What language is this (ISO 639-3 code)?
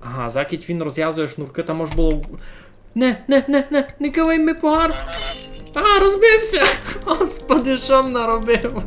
rue